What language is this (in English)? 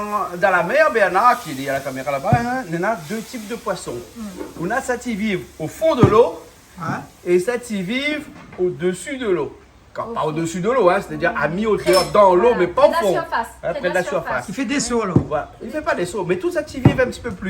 Réunion Creole French